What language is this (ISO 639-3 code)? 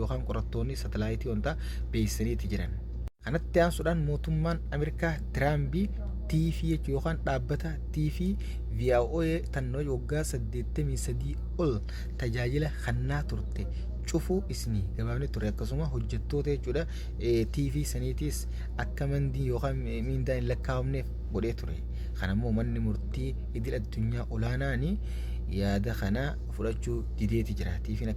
orm